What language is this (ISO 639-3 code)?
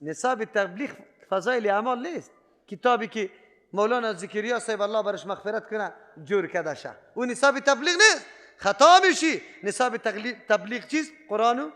fas